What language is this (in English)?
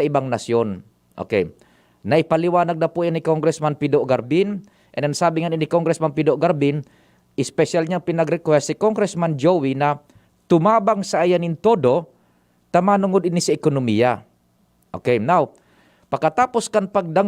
Bikol